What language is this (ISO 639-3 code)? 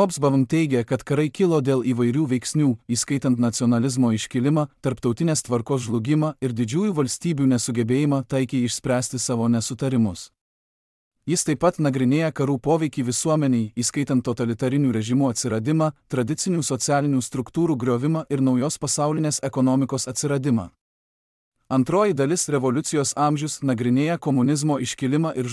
lit